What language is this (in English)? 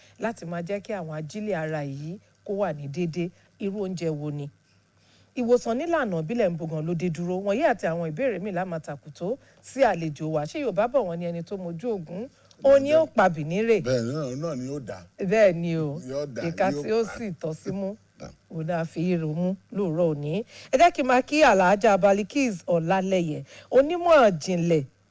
Yoruba